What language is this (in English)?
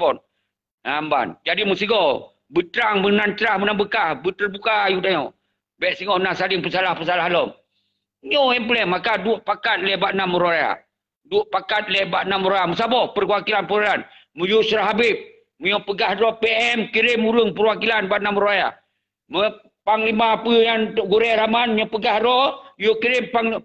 Achinese